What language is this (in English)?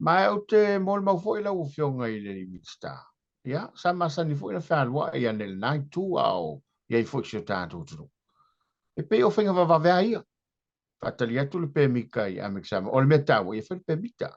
Samoan